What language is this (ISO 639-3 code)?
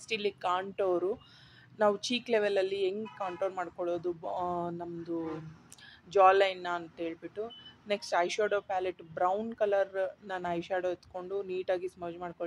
kan